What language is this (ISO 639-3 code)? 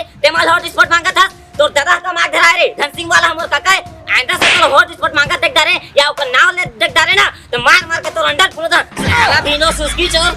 hne